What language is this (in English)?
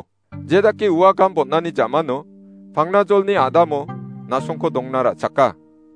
Garo